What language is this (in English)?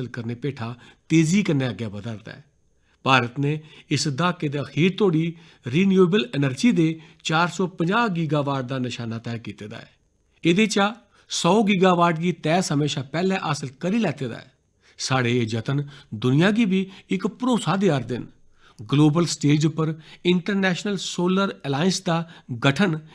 Dogri